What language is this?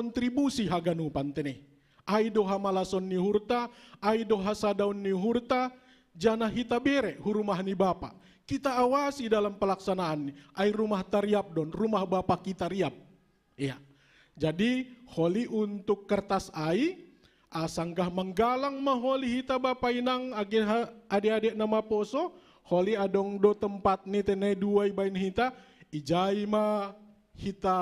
Batak Simalungun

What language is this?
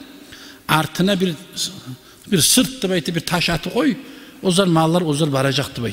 Kumyk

